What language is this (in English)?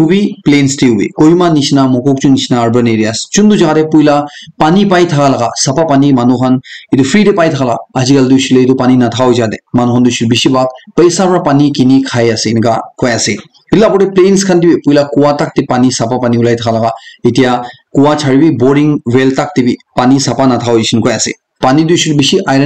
Naga Pidgin